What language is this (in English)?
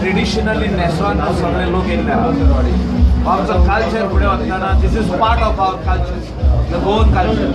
Konkani